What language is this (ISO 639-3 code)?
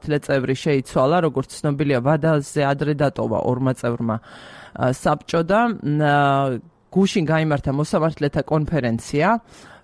kat